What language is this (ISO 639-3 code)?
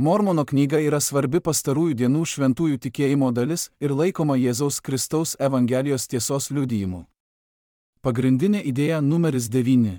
lit